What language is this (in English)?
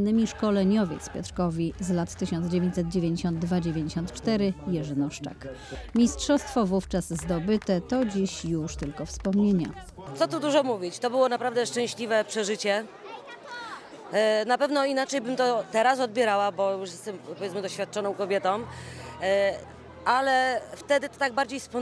Polish